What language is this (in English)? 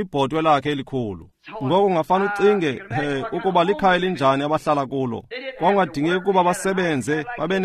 Xhosa